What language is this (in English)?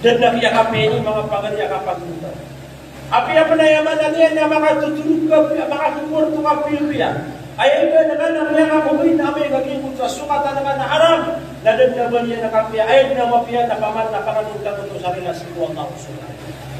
Maranao